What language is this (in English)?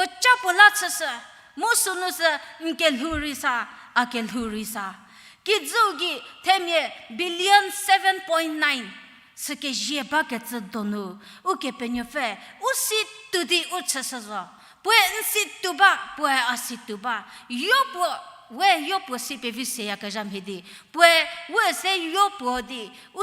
Angami Naga